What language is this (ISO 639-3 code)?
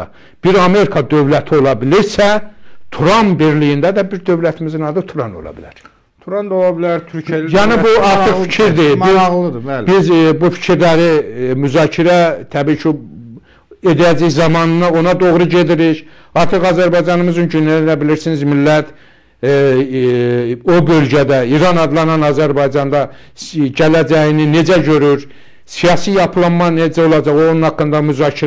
aze